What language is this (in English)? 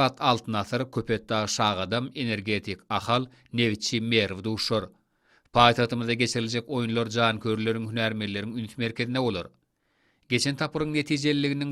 Turkmen